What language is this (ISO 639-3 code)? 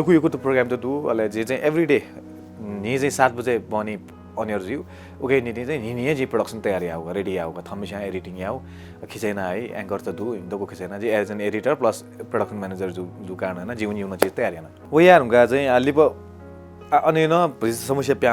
new